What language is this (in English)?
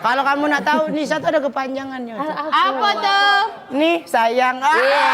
Musi